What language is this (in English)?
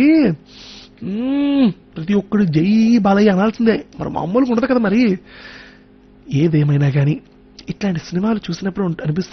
Telugu